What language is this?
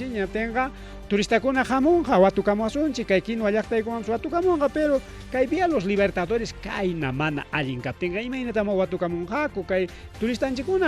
Ayacucho Quechua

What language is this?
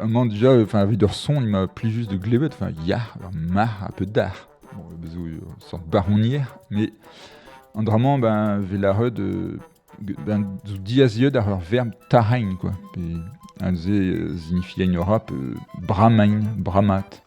Breton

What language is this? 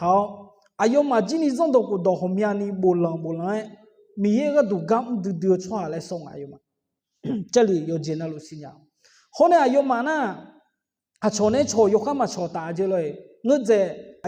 Akha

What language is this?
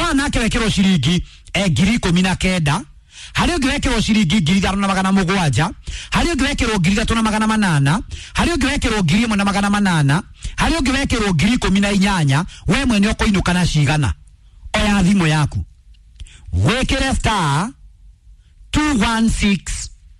Kikuyu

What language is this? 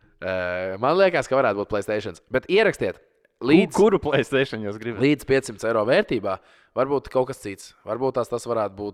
Latvian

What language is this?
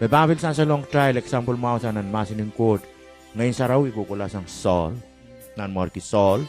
Pohnpeian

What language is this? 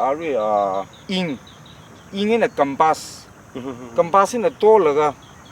Tangkhul Naga (India)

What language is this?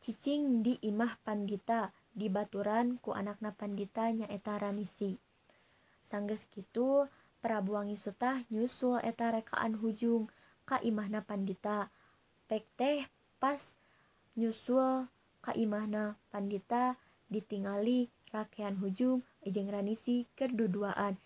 Sundanese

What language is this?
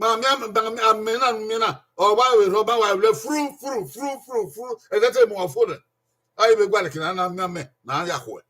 Bini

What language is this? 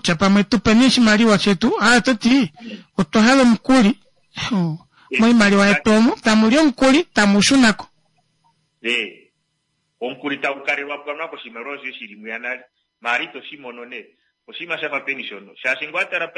Kuanyama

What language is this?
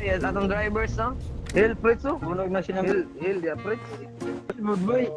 Cebuano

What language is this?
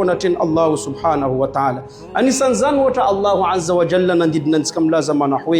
Malagasy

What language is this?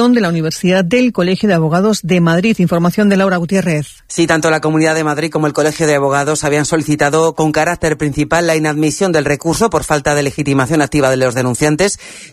Spanish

